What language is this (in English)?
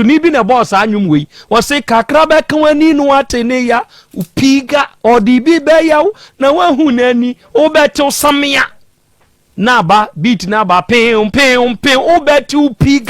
Akan